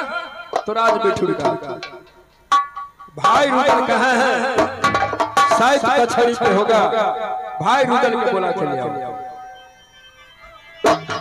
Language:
Bhojpuri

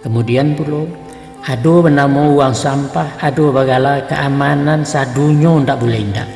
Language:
Minangkabau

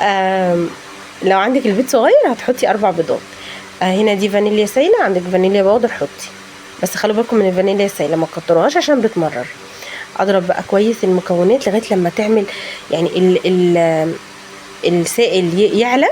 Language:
Egyptian Arabic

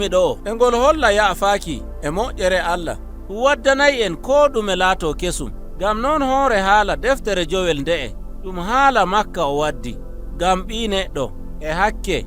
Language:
Nigerian Fulfulde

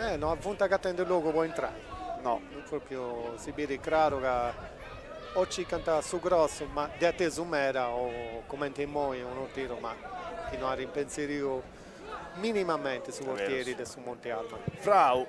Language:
Sardinian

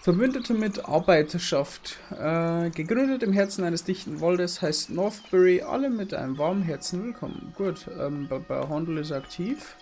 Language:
Bavarian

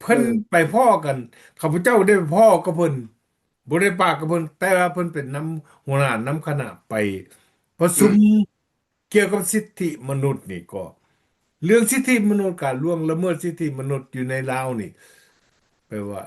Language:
Lao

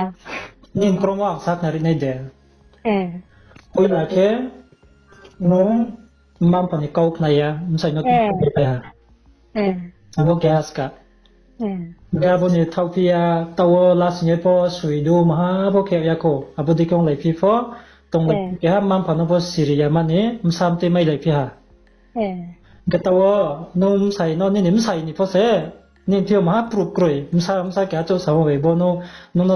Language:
Riang (India)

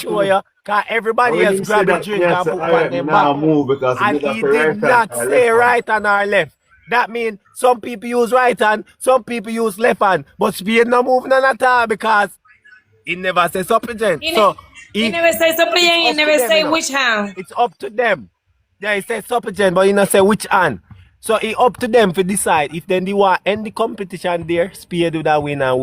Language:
Jamaican Creole English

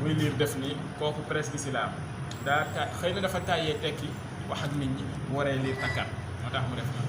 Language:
Wolof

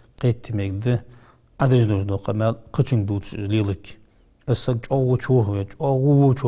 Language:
Ingush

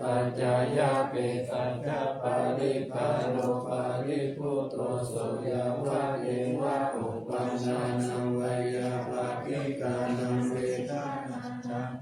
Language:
Pali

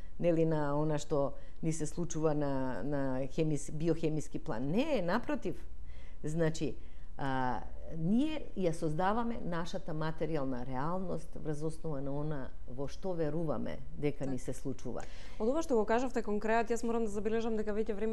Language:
Macedonian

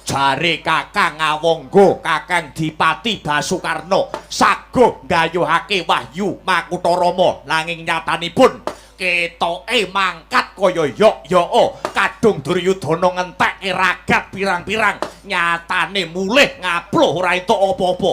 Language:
Javanese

